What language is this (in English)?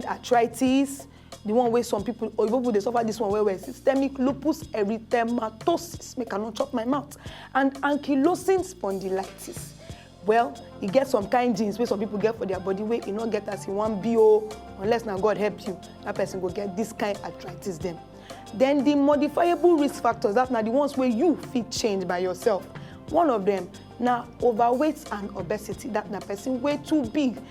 Nigerian Pidgin